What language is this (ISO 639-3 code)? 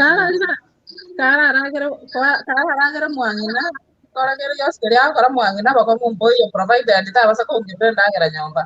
guz